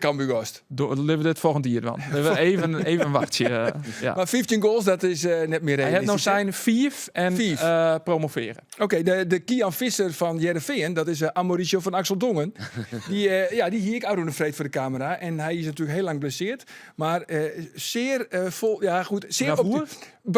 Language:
Western Frisian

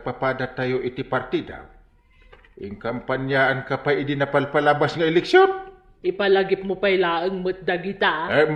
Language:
Iloko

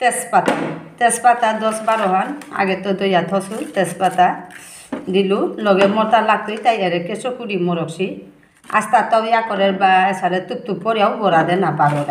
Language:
Bishnupriya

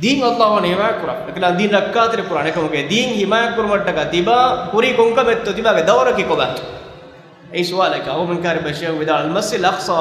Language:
Divehi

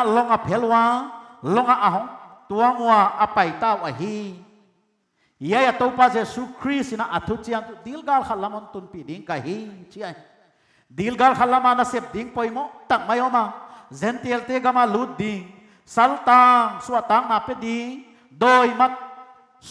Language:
Paite Chin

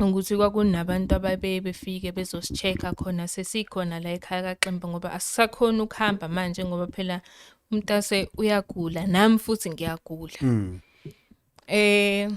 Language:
Zulu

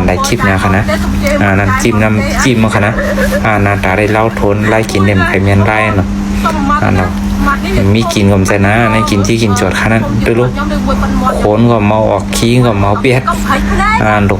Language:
Shan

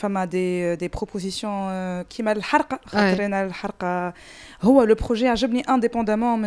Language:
Tunisian Arabic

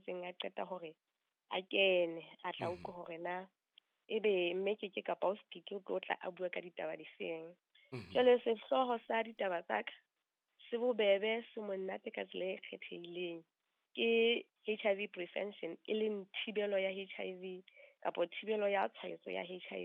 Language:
Southern Sotho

